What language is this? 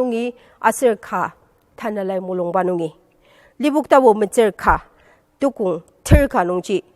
Ao Naga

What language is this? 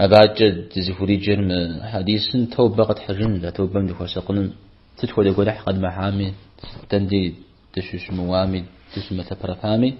Kabardian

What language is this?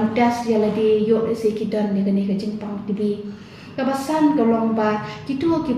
Khasi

